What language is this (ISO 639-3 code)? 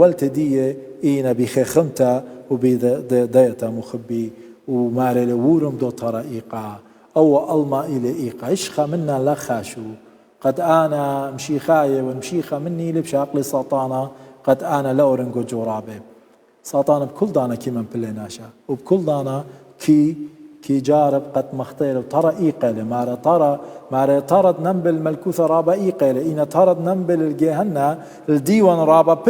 aii